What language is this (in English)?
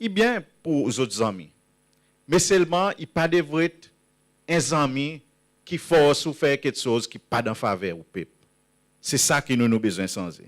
Seselwa Creole French